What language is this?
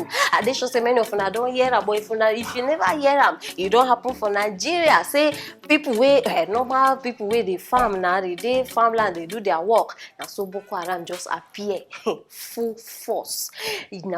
Nigerian Pidgin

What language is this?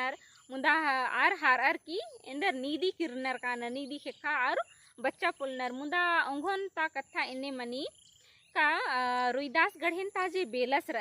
Kurukh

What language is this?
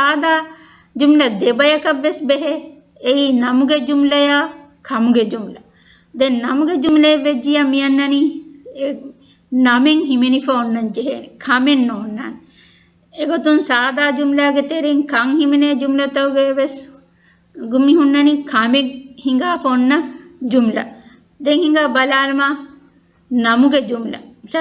Divehi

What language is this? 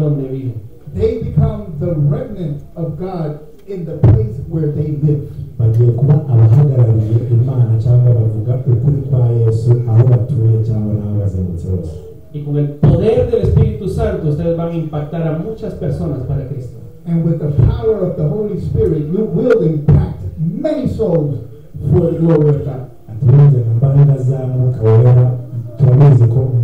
Kinyarwanda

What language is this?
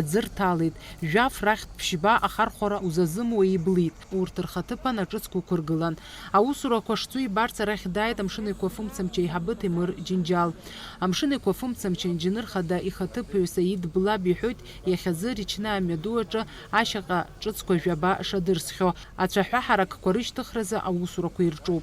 Abkhazian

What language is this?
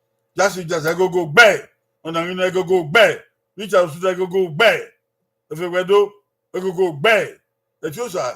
Bini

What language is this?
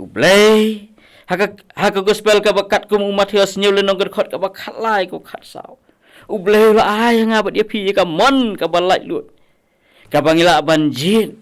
Khasi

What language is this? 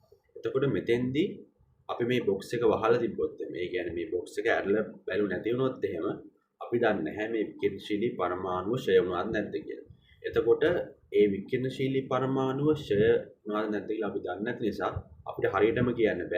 Sinhala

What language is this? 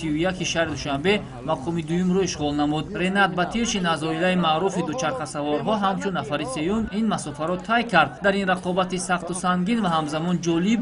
Tajik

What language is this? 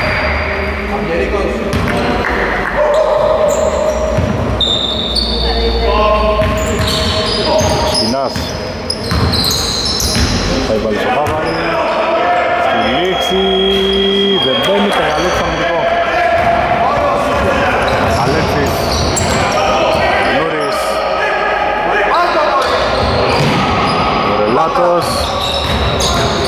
Greek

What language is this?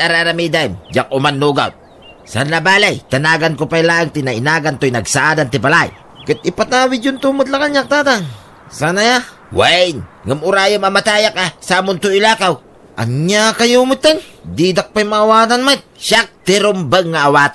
Iloko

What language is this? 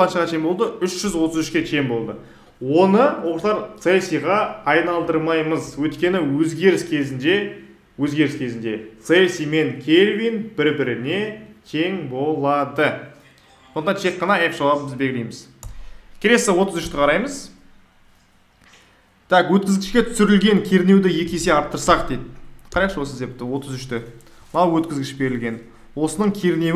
Kazakh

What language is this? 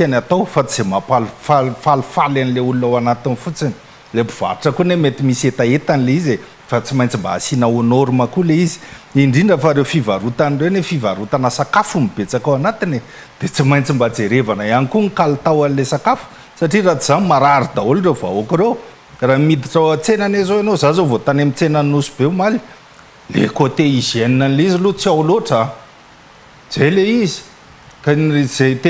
Malagasy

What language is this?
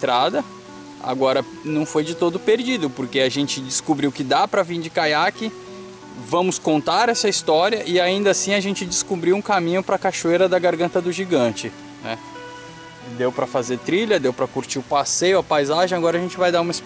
Portuguese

